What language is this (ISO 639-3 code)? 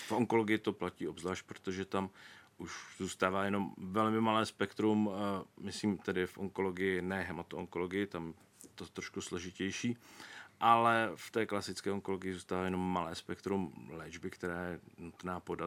ces